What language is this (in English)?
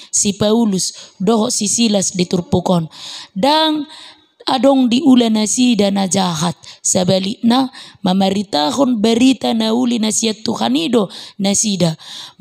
Batak Toba